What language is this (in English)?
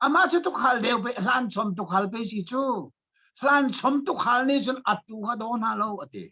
Hakha Chin